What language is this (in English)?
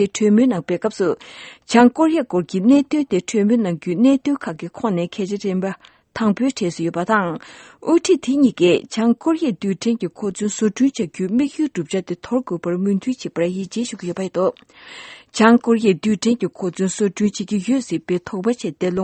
Tibetan